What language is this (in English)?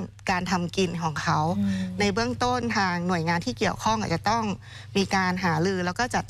Thai